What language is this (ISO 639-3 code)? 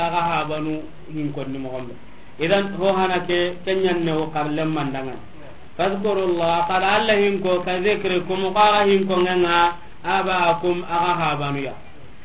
snk